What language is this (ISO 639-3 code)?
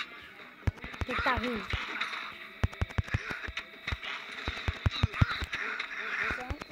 por